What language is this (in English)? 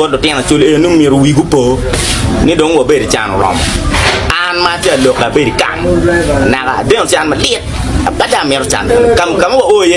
Acoli